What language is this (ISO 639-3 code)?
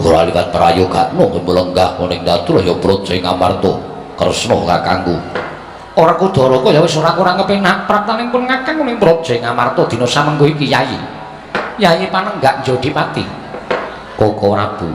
jav